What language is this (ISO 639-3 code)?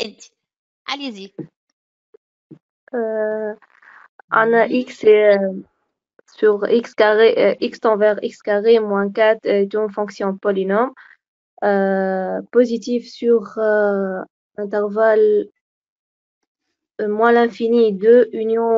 fra